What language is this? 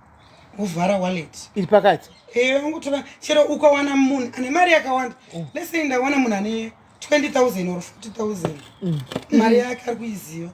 Shona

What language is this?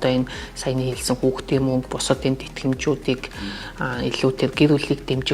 Mongolian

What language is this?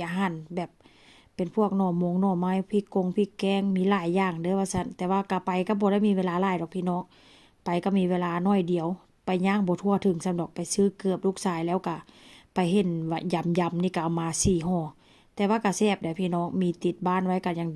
Lao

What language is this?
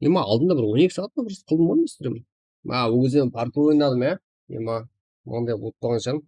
Kara-Kalpak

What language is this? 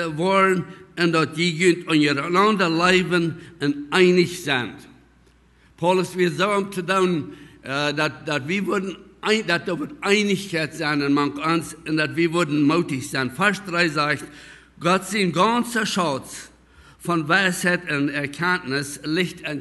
Plautdietsch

